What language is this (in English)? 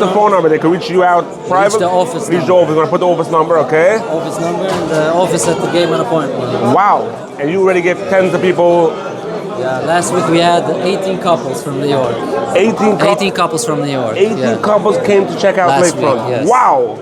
Yiddish